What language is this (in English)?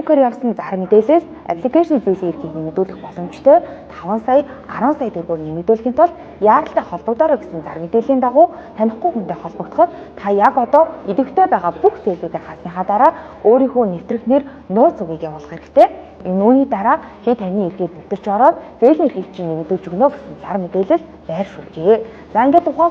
Mongolian